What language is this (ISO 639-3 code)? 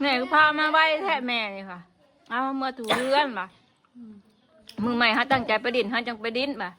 tts